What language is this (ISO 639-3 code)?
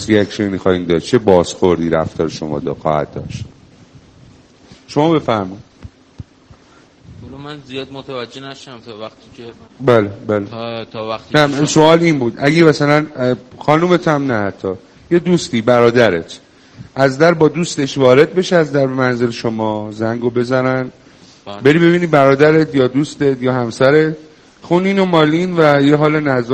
fas